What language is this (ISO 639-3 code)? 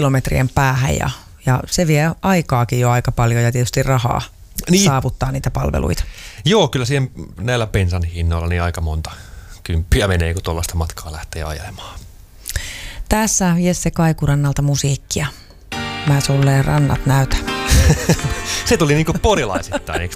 fin